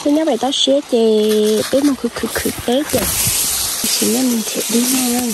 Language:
Hmong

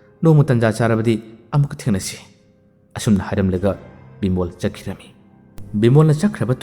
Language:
Manipuri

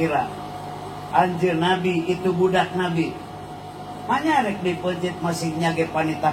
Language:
Sundanese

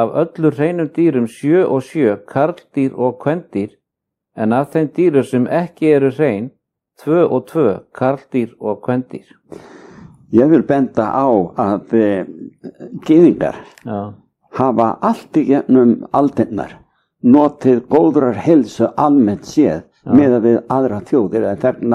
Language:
Icelandic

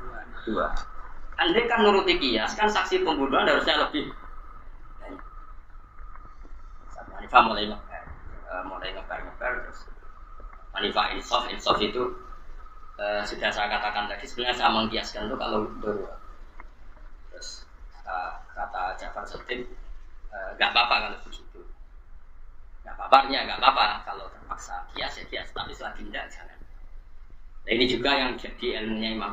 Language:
Indonesian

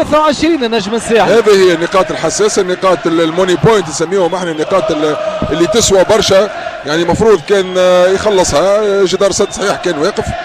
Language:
Tunisian Arabic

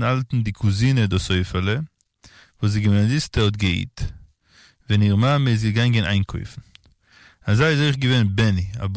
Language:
Yiddish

